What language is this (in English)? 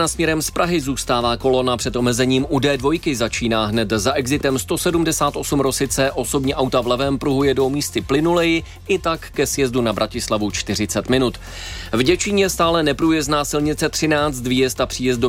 Czech